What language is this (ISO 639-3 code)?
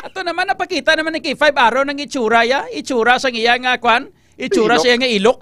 hil